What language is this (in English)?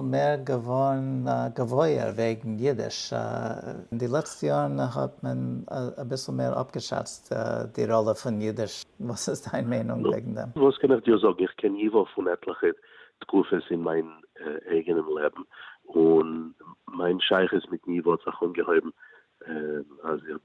Yiddish